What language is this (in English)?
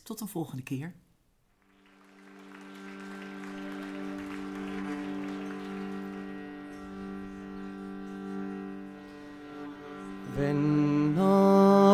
Dutch